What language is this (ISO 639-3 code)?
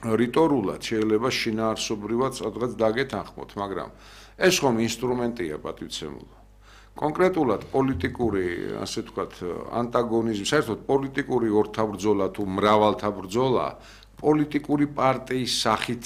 kat